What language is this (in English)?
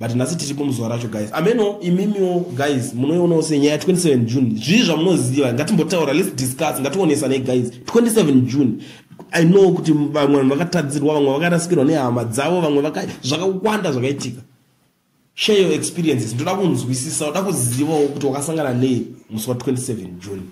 Shona